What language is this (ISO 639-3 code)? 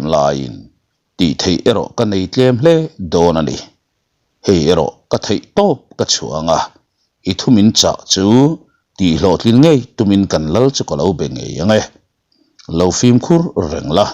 lus